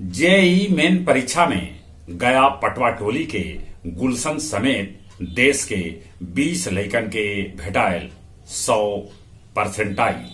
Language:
Magahi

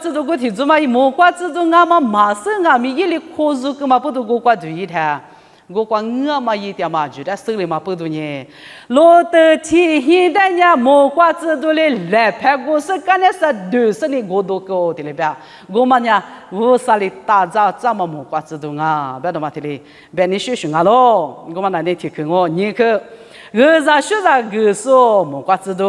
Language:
Lisu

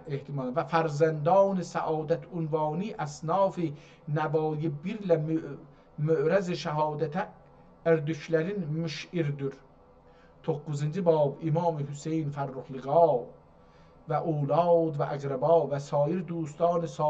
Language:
South Azerbaijani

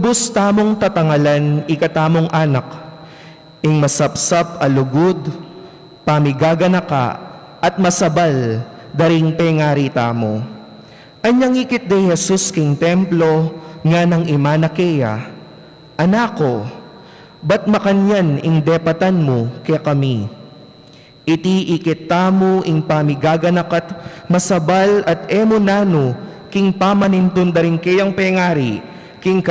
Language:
Pampanga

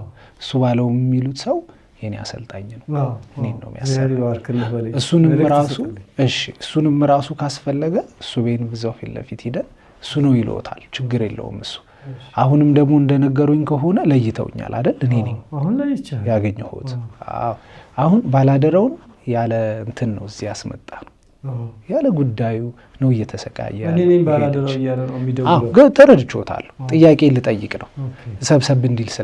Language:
Amharic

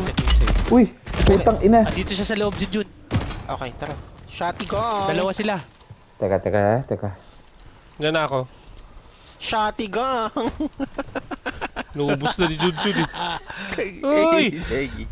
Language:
Filipino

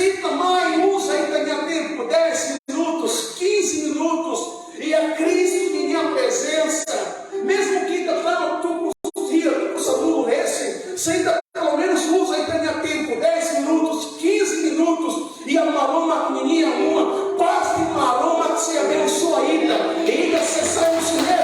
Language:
Tetum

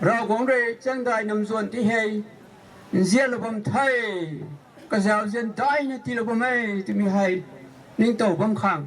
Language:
Rongmei Naga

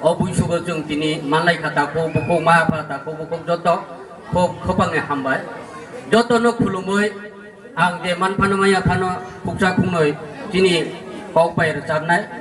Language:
Kok Borok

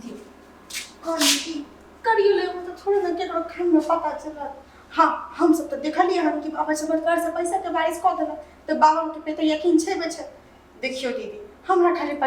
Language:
Maithili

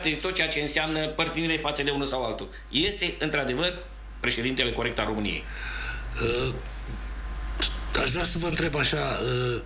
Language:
Romanian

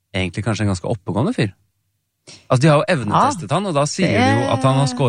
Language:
Norwegian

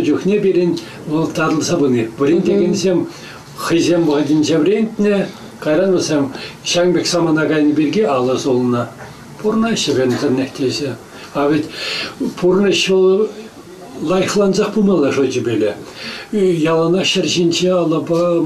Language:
Chuvash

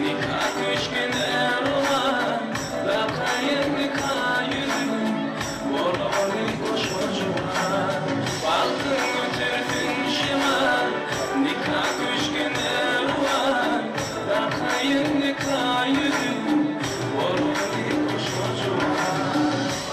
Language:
Turkmen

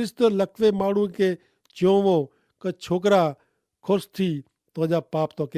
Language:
Kachhi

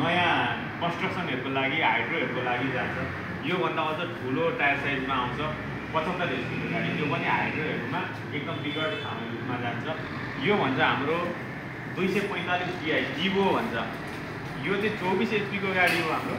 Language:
Nepali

